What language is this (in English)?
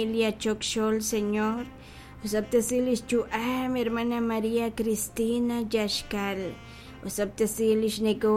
Kekchí